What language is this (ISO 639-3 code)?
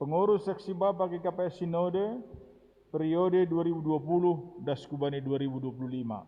bts